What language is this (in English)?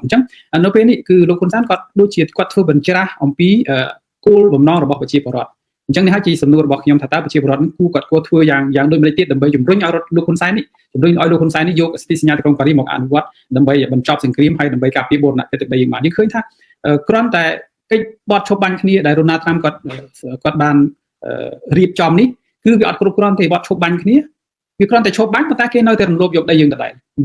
Khmer